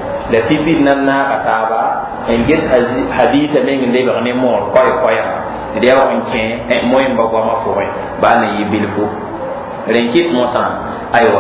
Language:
Mossi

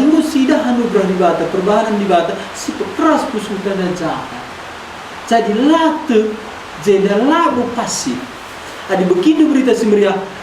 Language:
Batak Karo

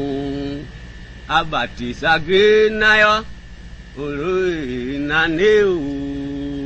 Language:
Tiv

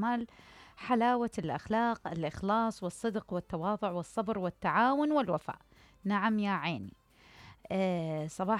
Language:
Mesopotamian Arabic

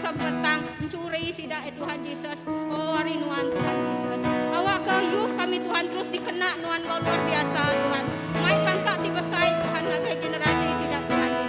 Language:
Iban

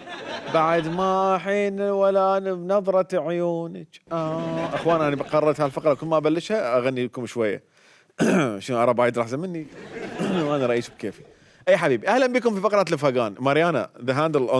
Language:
Mesopotamian Arabic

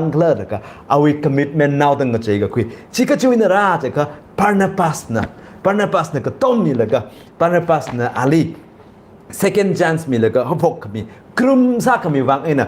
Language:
Tangkhul Naga (India)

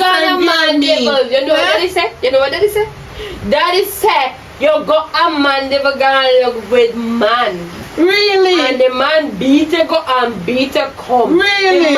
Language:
Jamaican Creole English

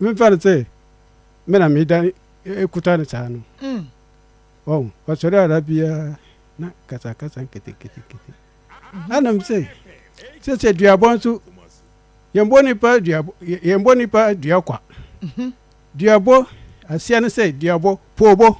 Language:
Akan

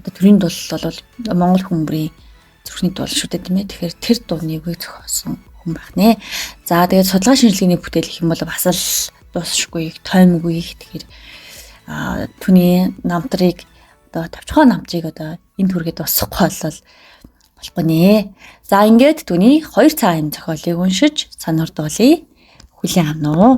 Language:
Mongolian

